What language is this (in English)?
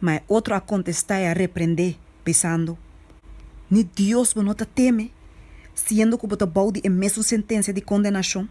Papiamento